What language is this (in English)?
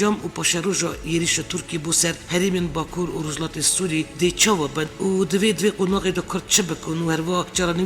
Kurdish